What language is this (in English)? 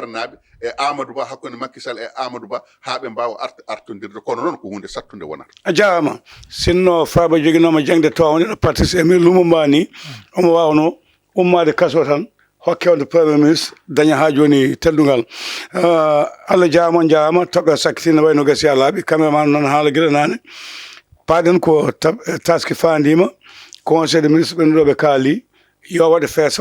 Fula